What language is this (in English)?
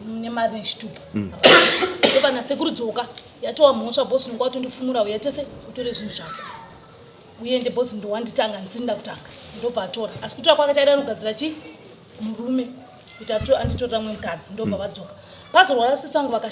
Shona